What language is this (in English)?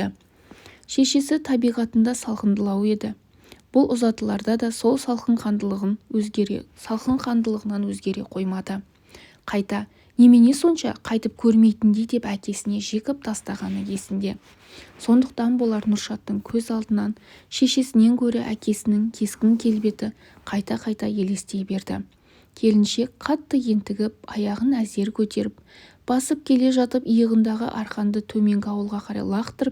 Kazakh